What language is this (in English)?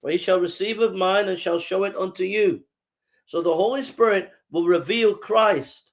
English